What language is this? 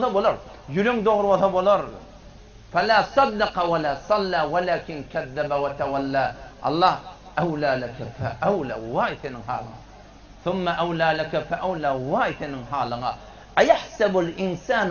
Turkmen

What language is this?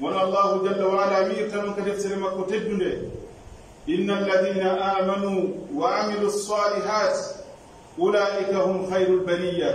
Pular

